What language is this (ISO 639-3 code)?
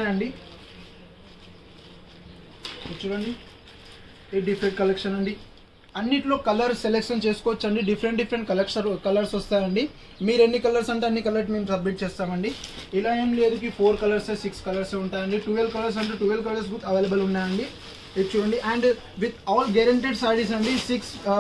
tel